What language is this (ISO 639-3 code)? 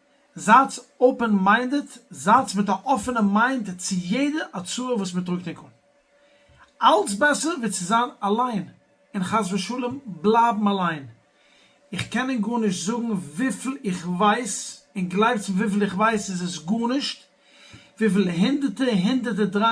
yid